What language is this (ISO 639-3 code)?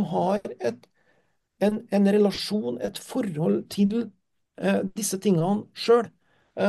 nor